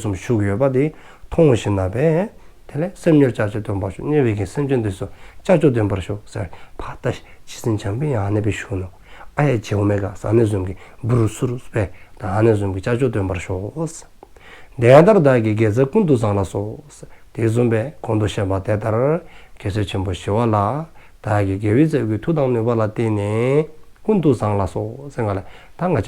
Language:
Dzongkha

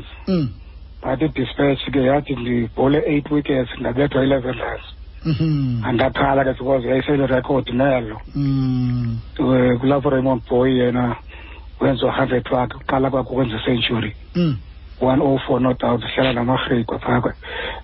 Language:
Xhosa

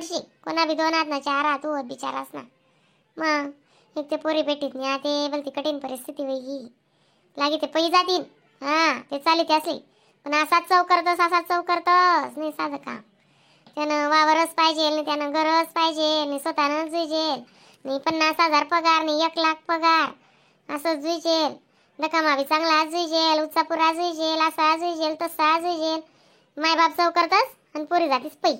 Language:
Khandesi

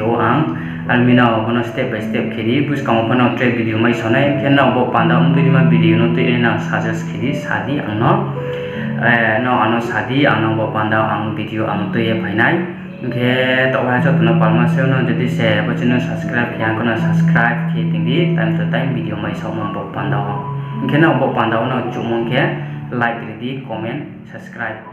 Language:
Riang (India)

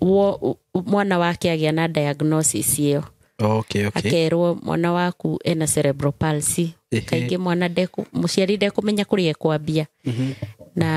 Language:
Kikuyu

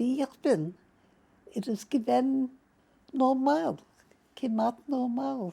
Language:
Yiddish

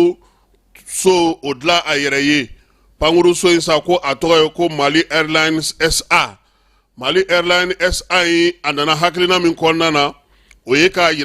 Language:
Bambara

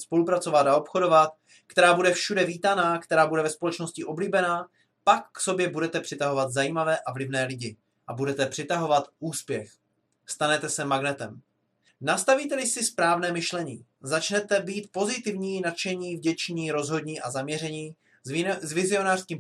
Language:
Czech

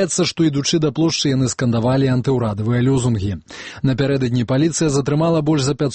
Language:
Belarusian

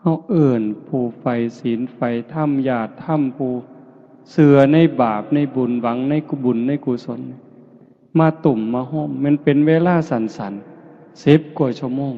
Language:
Northeastern Thai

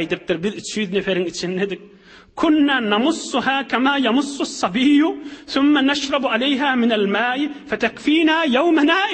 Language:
Turkmen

